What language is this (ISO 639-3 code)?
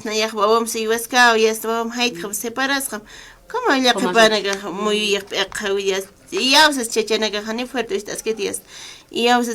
aym